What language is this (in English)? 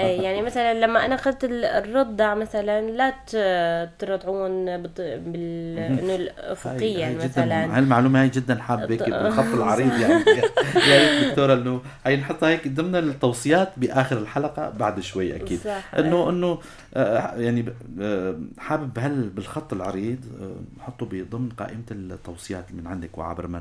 North Levantine Arabic